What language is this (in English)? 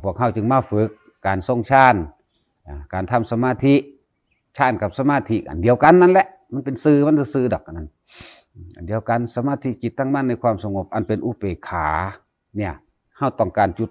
Northeastern Thai